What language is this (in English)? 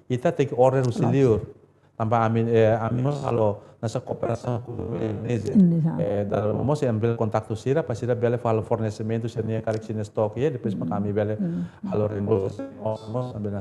Tetum